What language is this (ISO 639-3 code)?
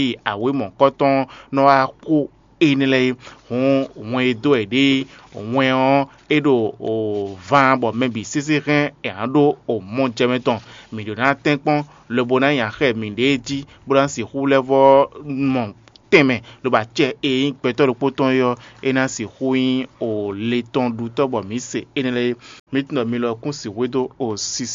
fon